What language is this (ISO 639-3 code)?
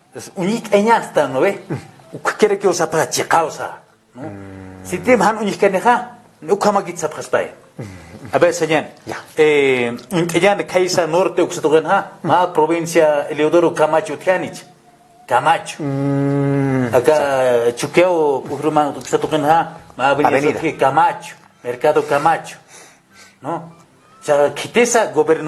aym